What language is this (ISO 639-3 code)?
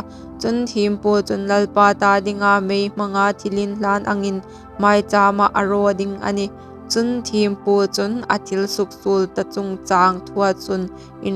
hmr